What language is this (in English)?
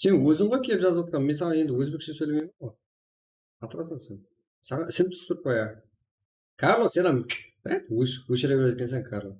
Kara-Kalpak